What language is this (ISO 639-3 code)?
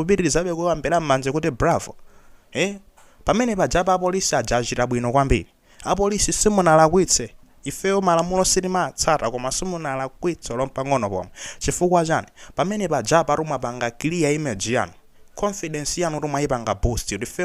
nya